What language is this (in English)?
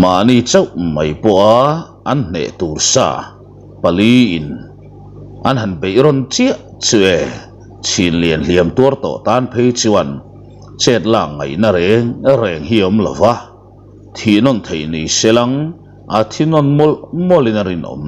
Mizo